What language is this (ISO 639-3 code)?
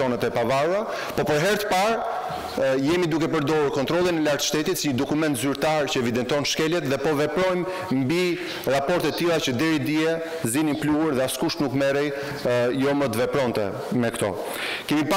sqi